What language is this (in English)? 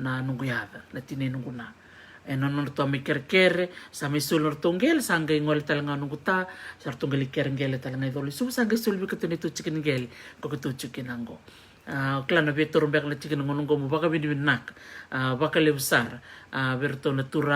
Fijian